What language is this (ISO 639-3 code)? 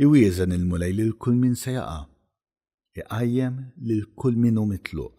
mlt